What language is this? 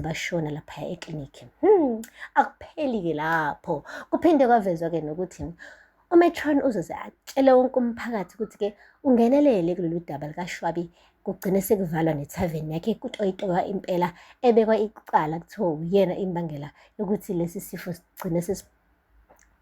Zulu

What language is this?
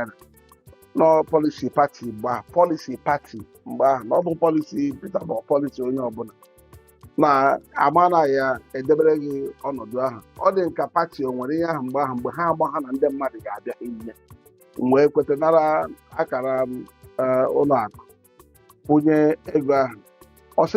Igbo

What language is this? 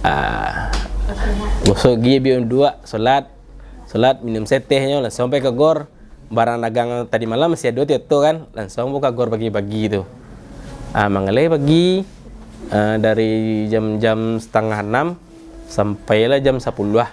Minangkabau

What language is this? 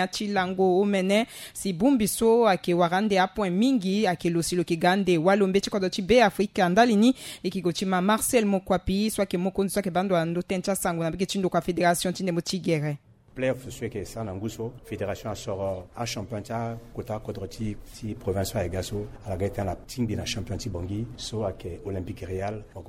Sango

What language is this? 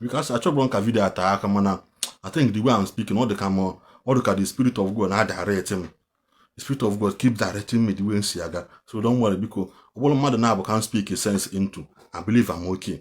Igbo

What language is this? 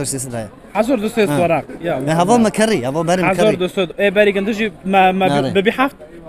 Kurdish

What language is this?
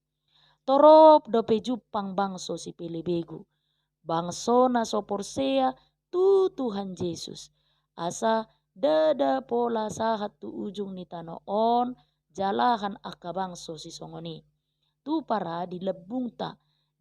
Batak Toba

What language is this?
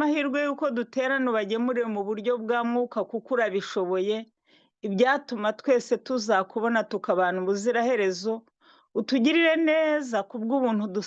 Kinyarwanda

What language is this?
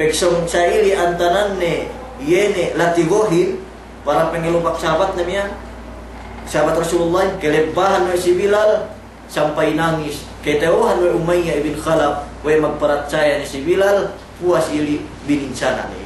Yakan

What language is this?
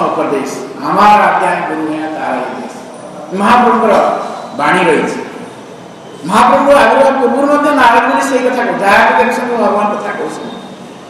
Odia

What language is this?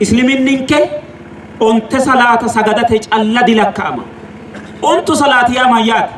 Sidamo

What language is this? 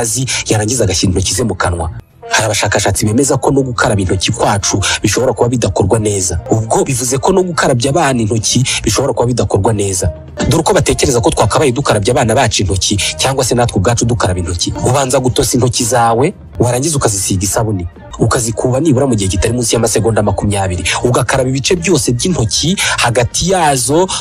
Kinyarwanda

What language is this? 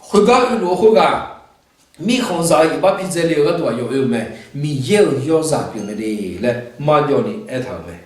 Akha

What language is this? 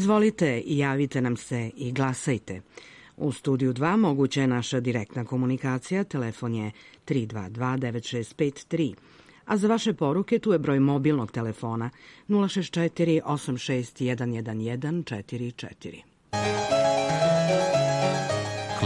Serbian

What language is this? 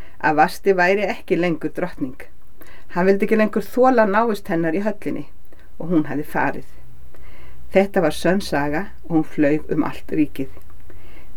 Icelandic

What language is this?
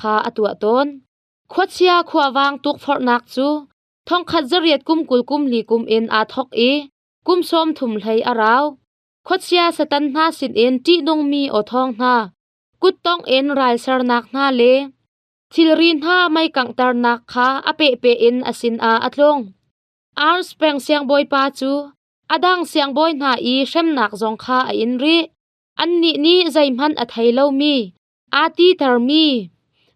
Hakha Chin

